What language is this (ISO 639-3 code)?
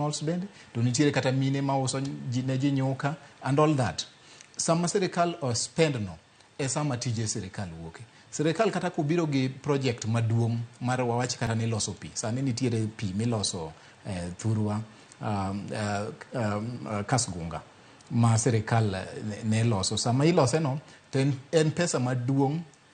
luo